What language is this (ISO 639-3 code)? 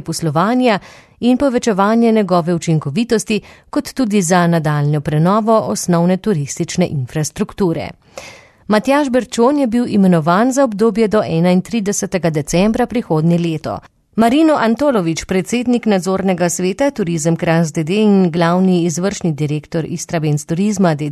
slv